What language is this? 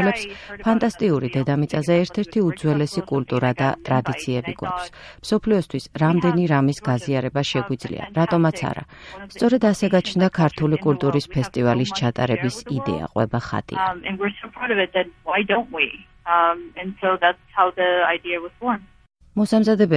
Georgian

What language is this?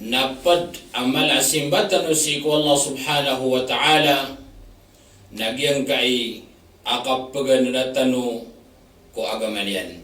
Maranao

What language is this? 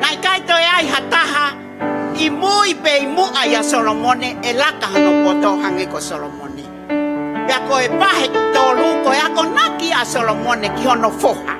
Tongan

